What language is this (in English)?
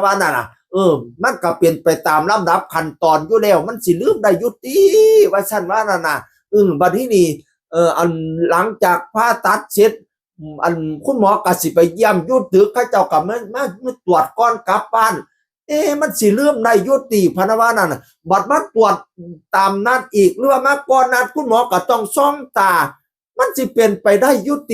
Northeastern Thai